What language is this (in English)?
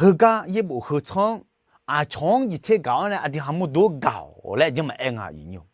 Akha